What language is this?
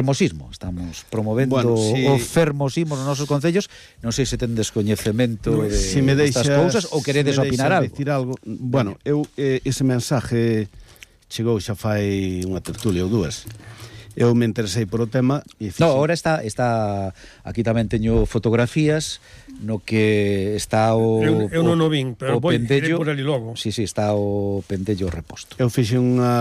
Galician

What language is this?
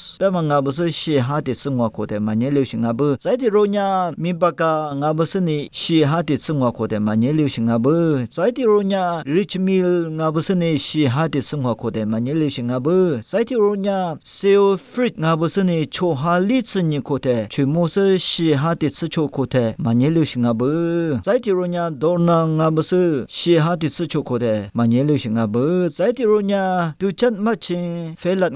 Lisu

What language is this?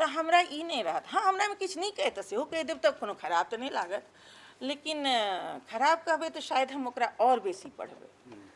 Maithili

